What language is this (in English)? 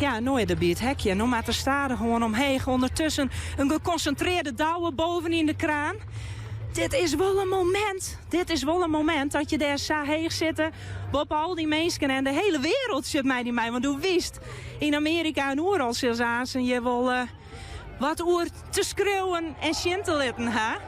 Western Frisian